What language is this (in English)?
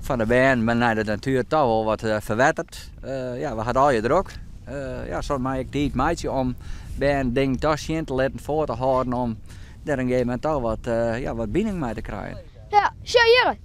Western Frisian